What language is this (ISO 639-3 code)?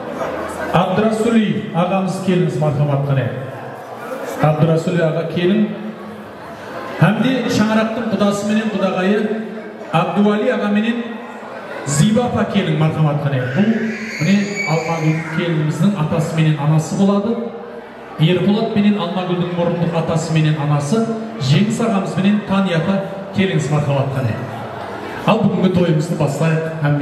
kaz